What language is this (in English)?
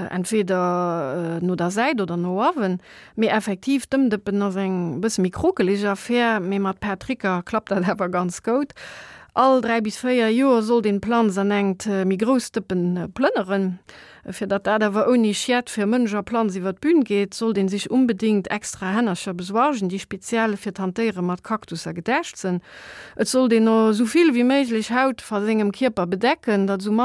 Luxembourgish